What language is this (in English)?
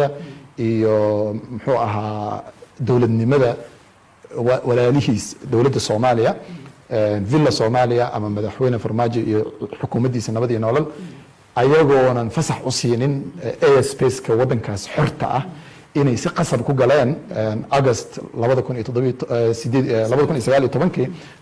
Somali